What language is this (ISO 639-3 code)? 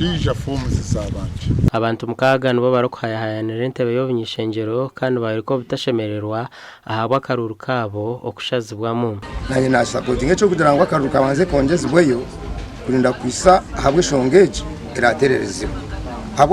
nyn